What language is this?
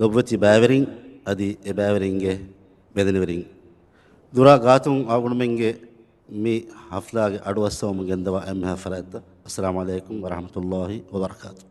Divehi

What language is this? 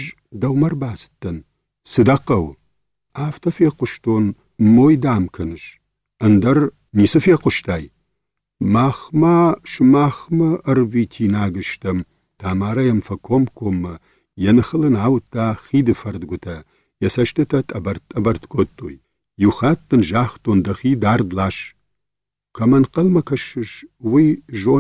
Ossetic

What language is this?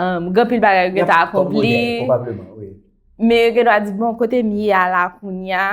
Haitian Creole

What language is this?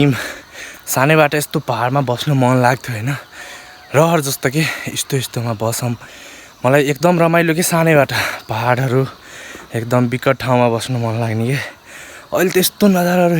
Nepali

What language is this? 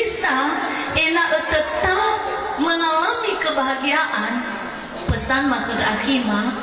Nias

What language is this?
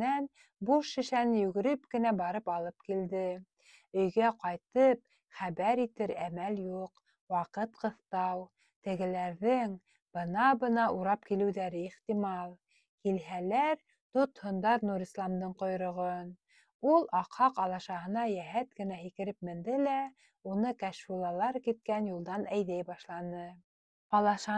Bashkir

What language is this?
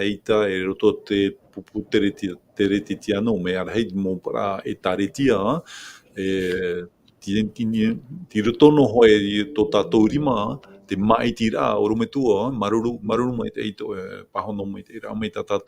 Tahitian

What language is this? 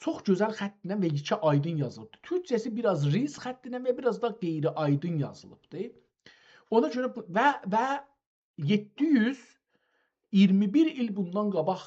South Azerbaijani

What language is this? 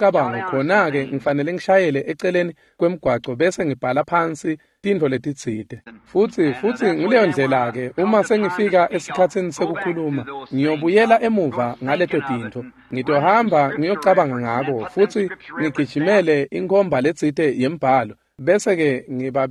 Swati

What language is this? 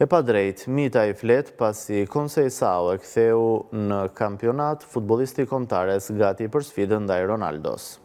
Albanian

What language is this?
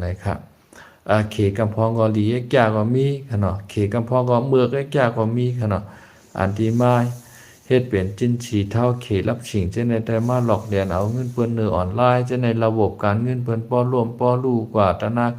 Shan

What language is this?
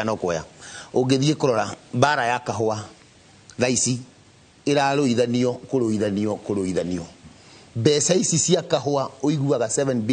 Kikuyu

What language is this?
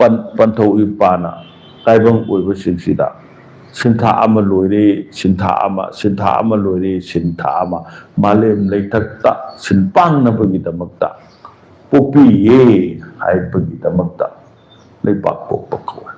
Manipuri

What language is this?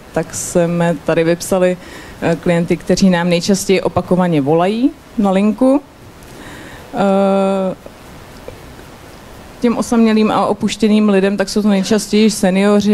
Czech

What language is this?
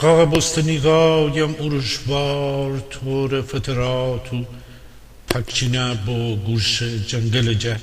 Gilaki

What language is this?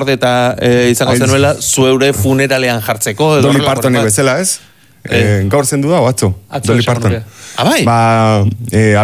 Basque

